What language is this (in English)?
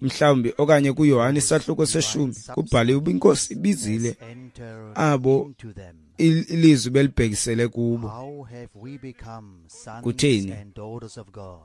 Xhosa